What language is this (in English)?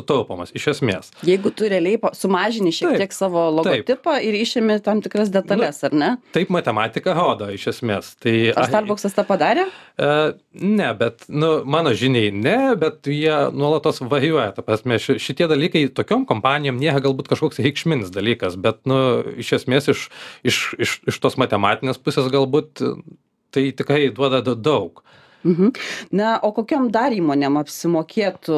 Lithuanian